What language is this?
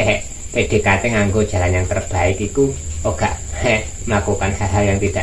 Javanese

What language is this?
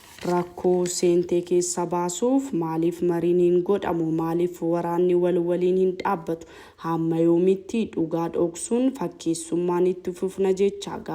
Oromo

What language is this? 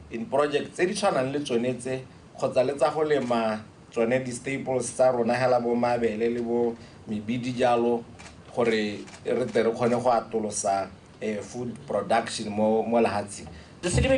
Tswana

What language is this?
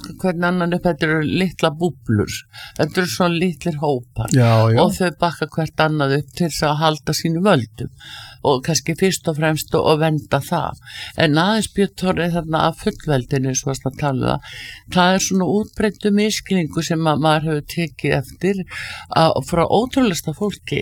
Icelandic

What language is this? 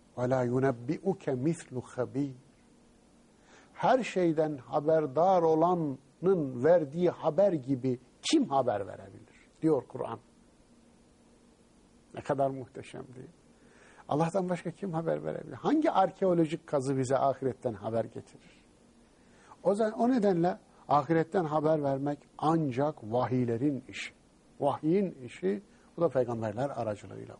Turkish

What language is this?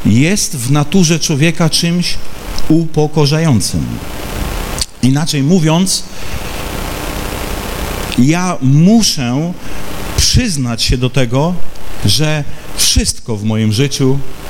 Polish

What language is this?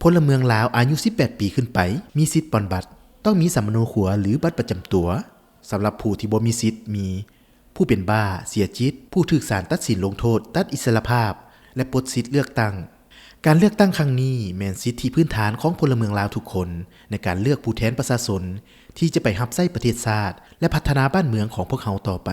Lao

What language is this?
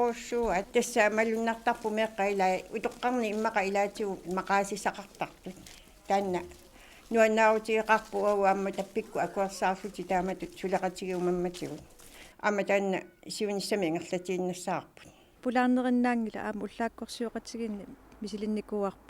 Kalaallisut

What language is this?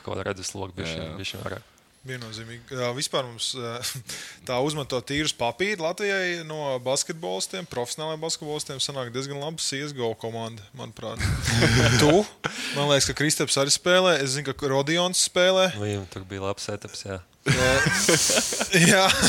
Latvian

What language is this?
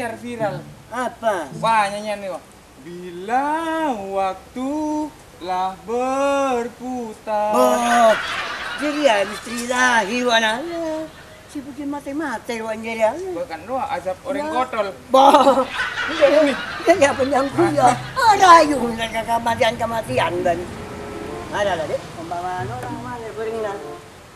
Madurese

